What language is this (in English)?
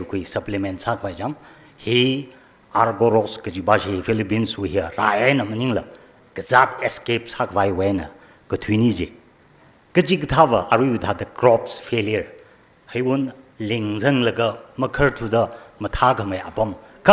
Tangkhul Naga (India)